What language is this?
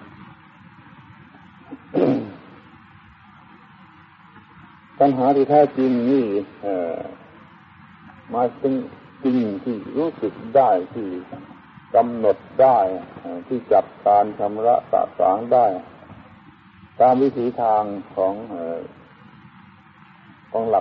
Thai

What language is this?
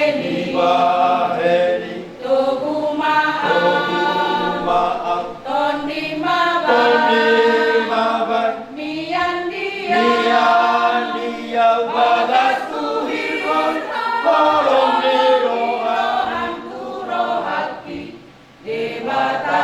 Batak Toba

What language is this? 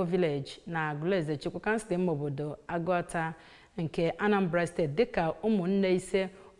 Igbo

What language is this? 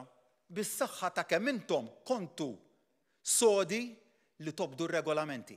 Maltese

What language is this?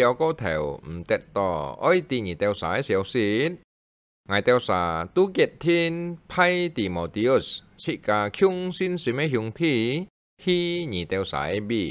Hakka Chinese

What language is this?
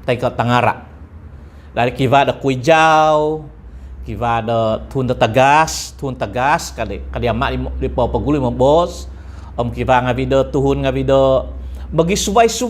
Central Dusun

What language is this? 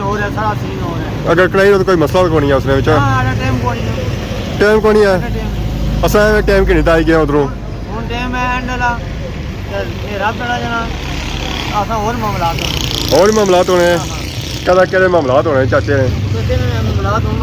Pahari-Potwari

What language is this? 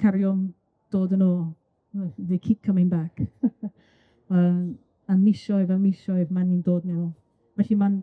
Welsh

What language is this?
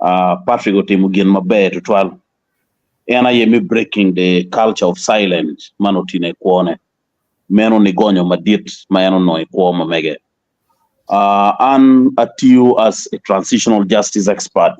Acoli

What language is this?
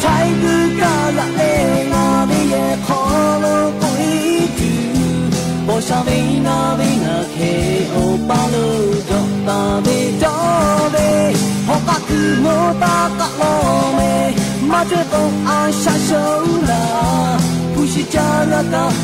Lahu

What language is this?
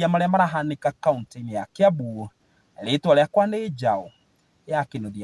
Kikuyu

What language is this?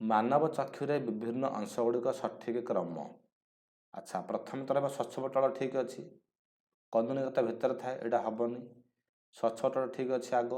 Odia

